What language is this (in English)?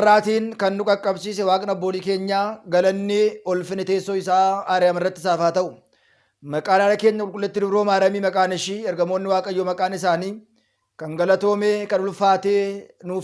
Oromo